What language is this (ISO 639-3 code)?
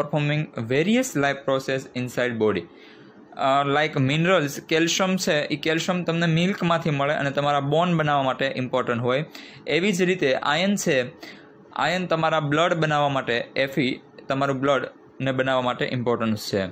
guj